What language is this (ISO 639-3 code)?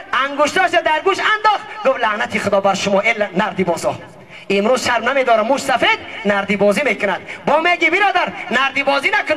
tgk